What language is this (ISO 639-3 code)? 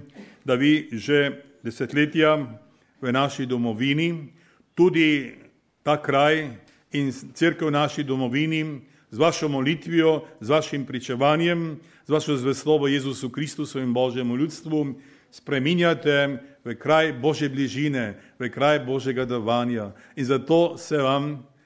slv